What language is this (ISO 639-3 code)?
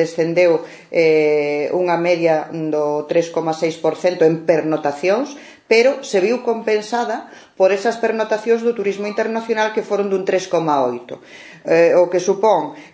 glg